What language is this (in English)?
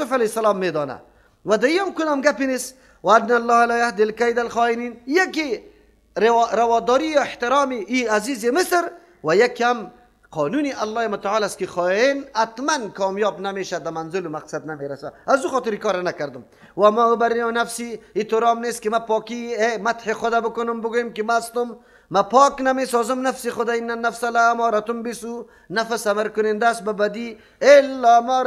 Persian